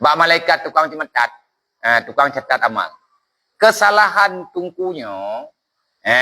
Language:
Achinese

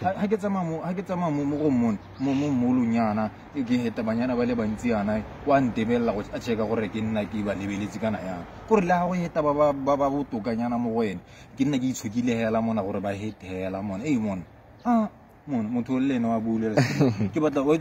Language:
Tswana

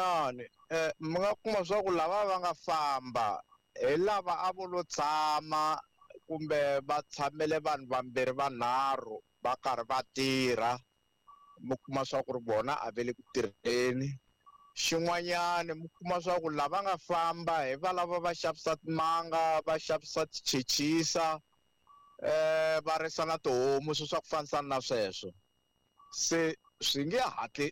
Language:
Tsonga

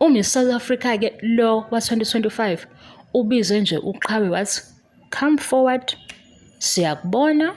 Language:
Zulu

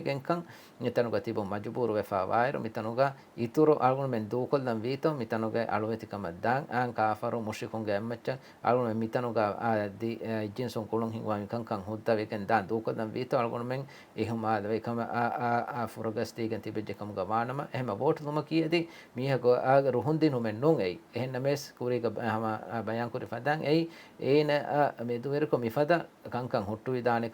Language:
Divehi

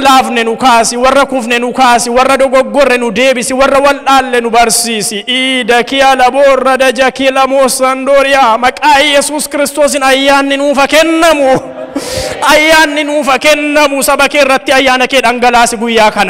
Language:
Oromo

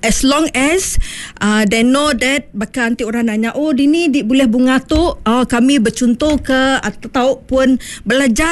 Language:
Iban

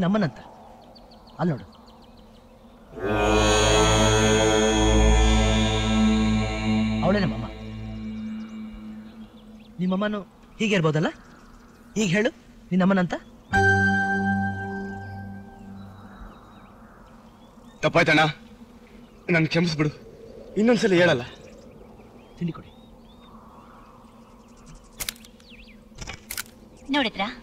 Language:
Kannada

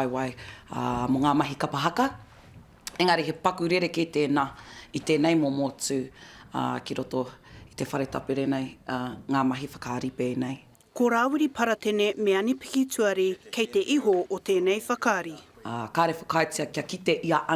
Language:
Māori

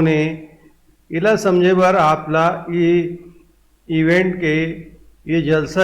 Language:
Chhattisgarhi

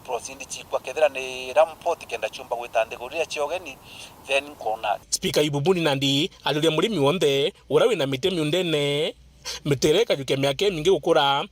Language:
Meru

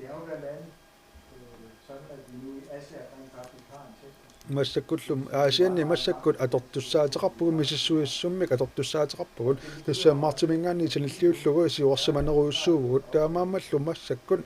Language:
Kalaallisut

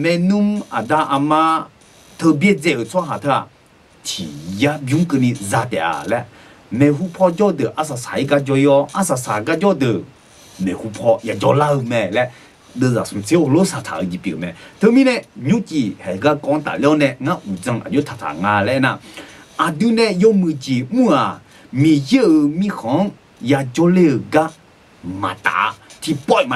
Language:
Akha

